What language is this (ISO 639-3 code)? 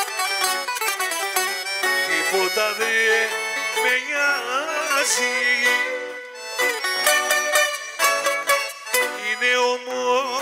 ell